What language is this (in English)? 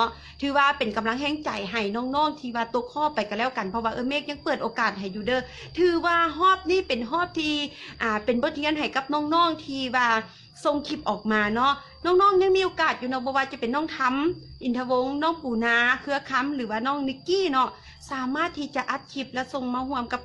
Lao